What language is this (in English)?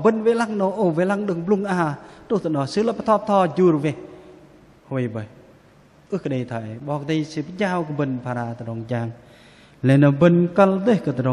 Bahnar